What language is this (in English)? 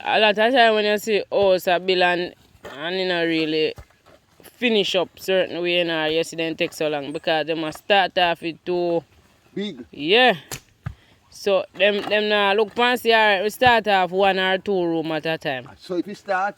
Jamaican Creole English